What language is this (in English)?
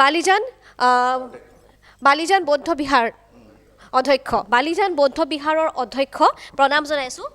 Assamese